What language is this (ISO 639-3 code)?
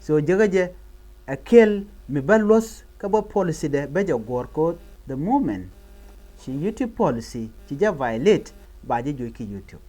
nus